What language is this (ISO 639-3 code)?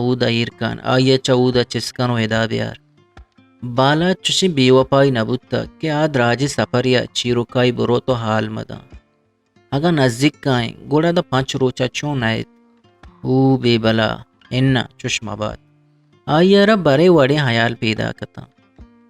bgp